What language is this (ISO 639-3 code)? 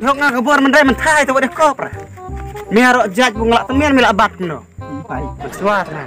kha